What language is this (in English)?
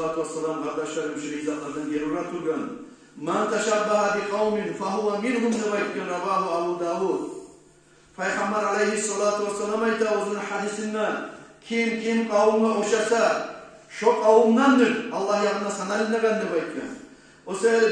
Kumyk